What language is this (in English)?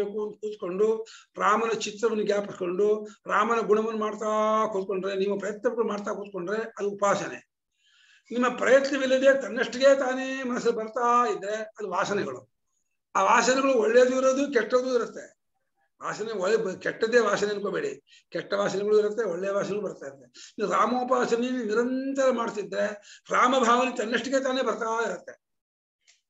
Kannada